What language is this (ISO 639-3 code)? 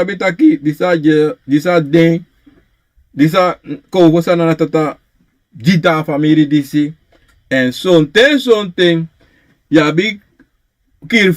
srn